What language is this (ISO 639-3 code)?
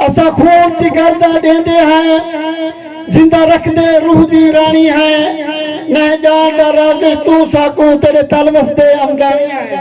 skr